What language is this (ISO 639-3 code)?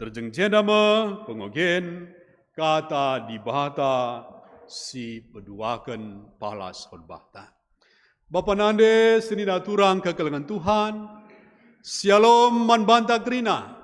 btx